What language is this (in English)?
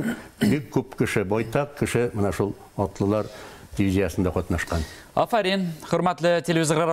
Bashkir